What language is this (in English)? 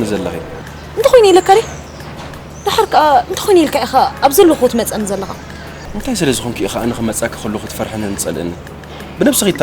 Tigrinya